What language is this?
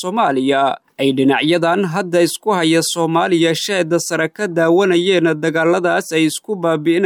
Somali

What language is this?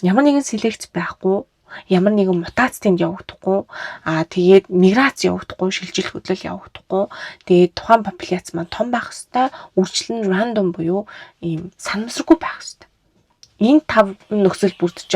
Mongolian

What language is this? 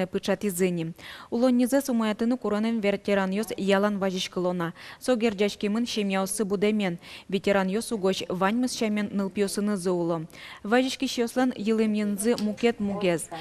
Udmurt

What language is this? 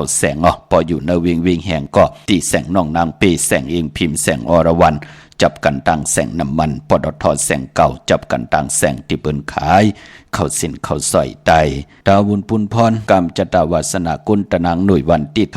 Shan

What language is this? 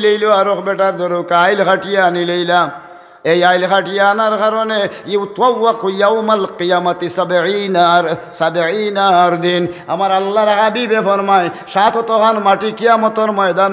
Sylheti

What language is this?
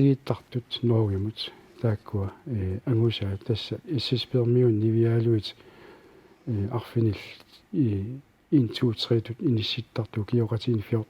Kalaallisut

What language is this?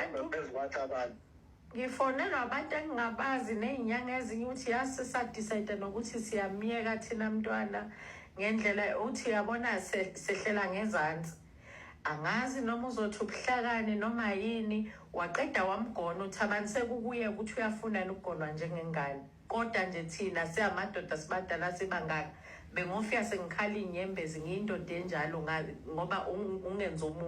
Zulu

